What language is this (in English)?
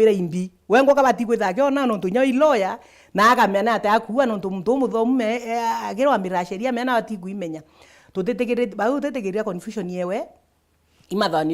Meru